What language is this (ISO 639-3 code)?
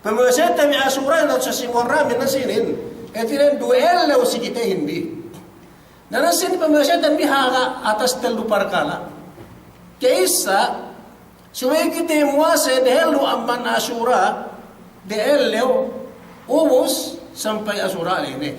yka